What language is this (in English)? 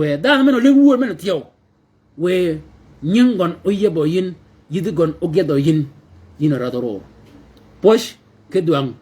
Shilluk